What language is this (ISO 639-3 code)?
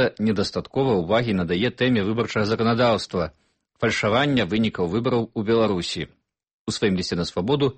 bel